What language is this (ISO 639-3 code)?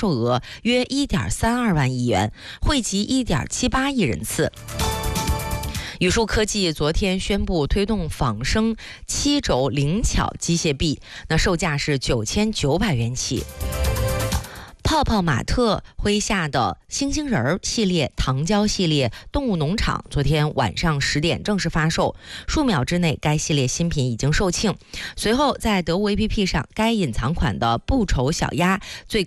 zho